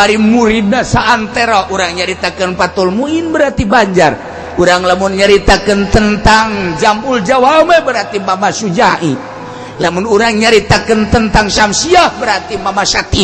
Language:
Sundanese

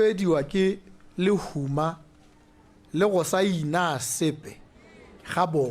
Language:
Tswana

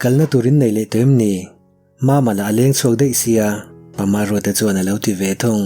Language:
Mizo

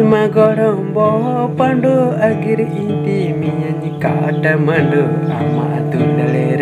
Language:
Santali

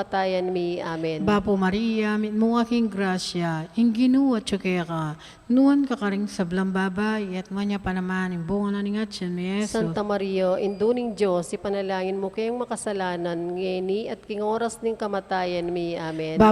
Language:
Pampanga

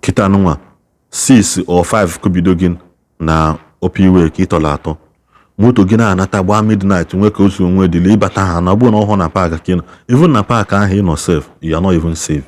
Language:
Igbo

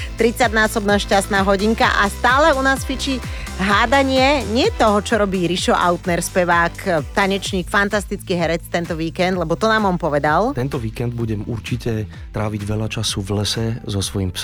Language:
Slovak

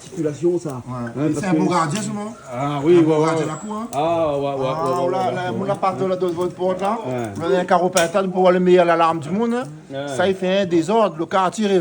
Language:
Réunion Creole French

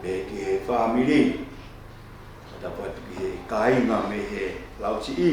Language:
Tongan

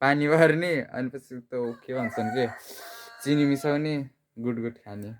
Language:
Nepali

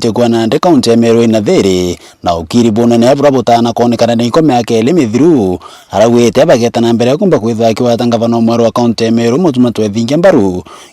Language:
Meru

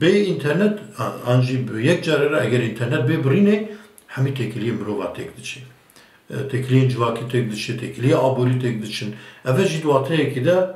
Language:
Kurdish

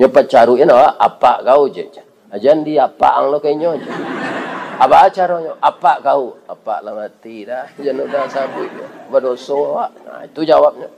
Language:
Minangkabau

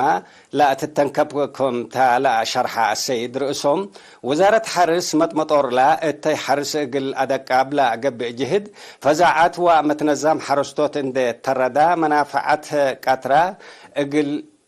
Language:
Tigre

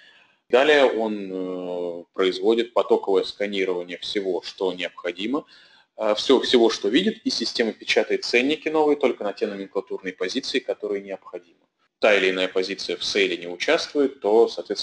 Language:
Russian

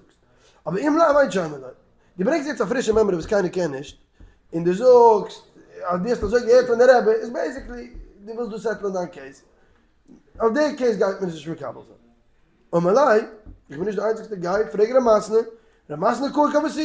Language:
Yiddish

